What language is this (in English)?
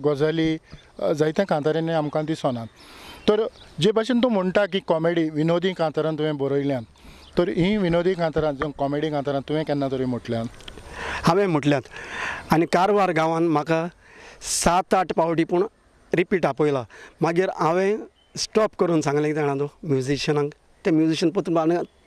Konkani